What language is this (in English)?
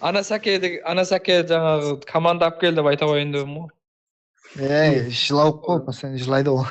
Kara-Kalpak